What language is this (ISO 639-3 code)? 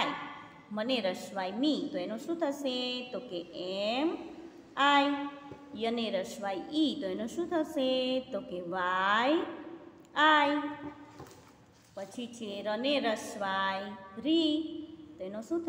guj